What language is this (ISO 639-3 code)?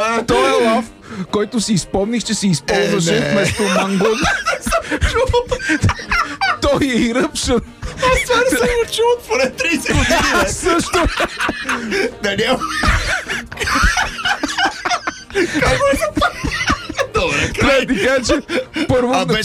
bul